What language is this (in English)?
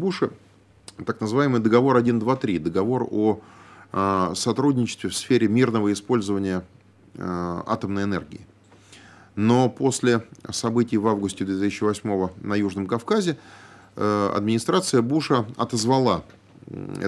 Russian